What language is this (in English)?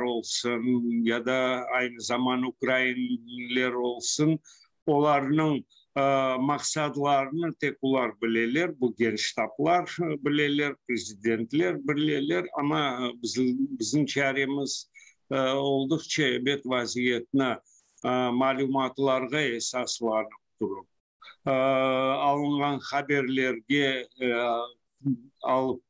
Crimean Tatar